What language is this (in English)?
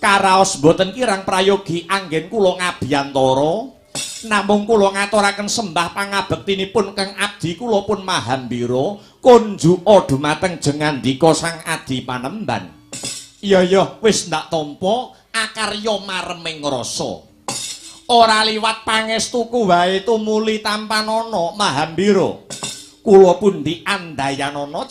Javanese